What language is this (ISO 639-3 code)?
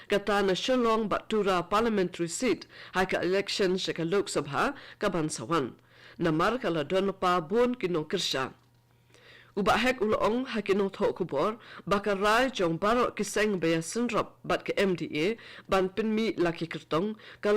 kha